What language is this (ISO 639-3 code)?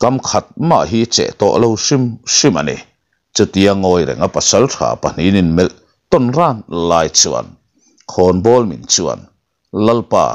lus